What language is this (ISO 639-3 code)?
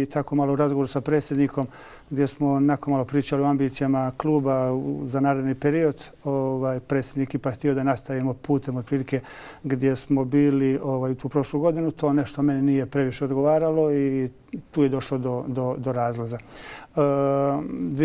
bos